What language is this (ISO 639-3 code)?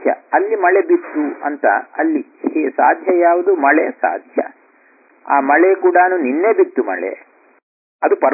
kan